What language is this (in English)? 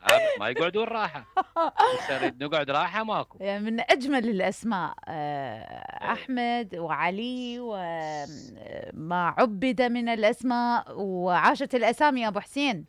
Mesopotamian Arabic